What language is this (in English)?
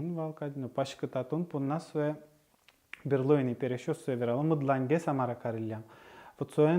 Udmurt